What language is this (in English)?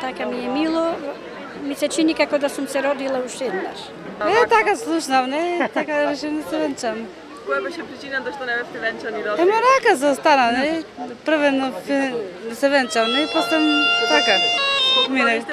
Macedonian